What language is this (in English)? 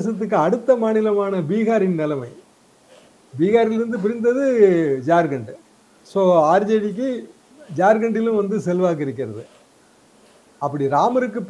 Tamil